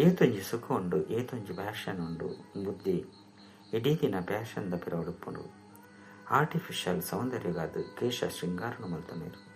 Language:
Tulu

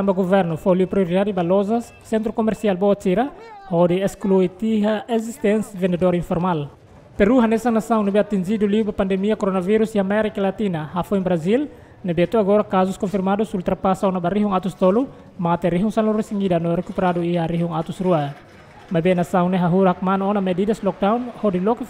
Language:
Tetum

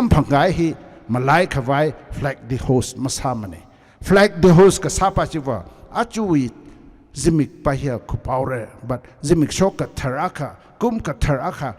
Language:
Tangkhul Naga (India)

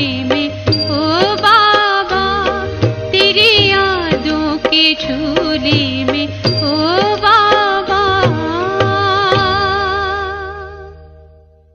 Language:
Hindi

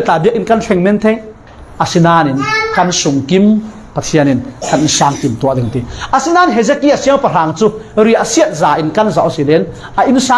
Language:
Falam Chin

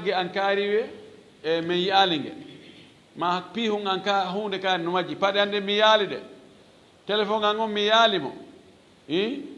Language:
Fula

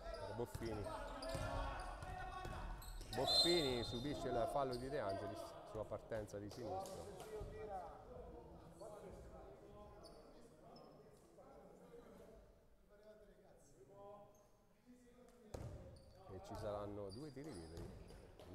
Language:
Italian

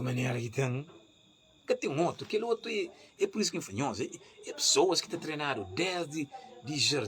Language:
Kabuverdianu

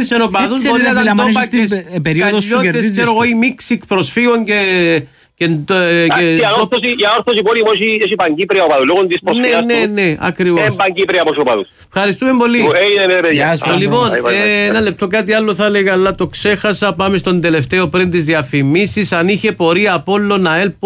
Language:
Greek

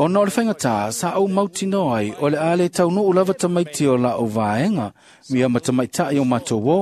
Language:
Samoan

